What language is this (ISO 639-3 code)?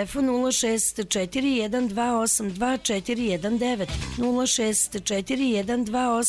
srp